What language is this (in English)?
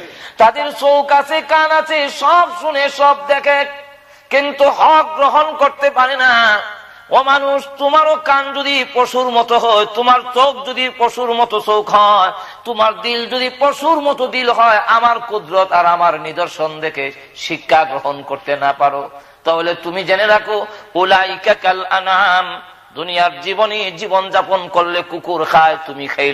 Bangla